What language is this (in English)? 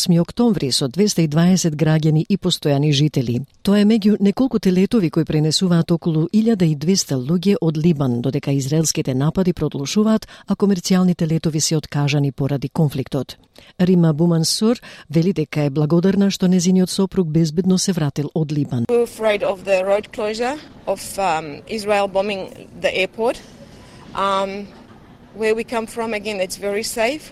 Macedonian